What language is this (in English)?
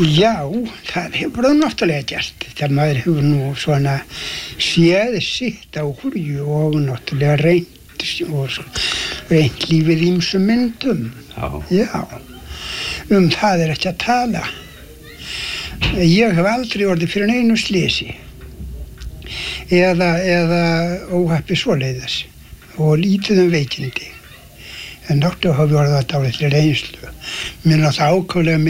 Icelandic